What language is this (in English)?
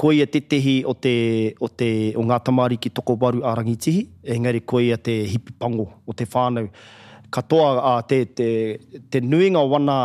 Māori